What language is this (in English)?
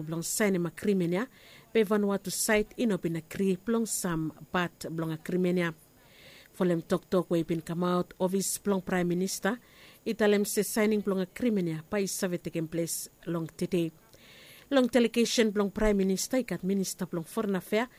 Bislama